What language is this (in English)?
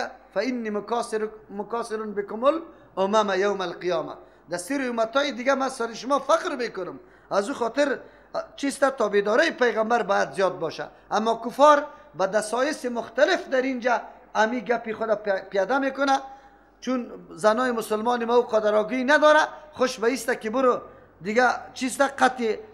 Persian